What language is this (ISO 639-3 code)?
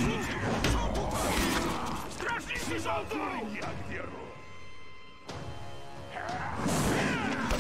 pol